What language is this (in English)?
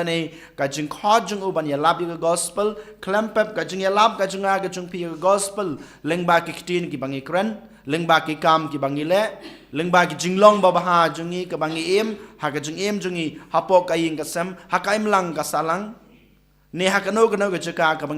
Khasi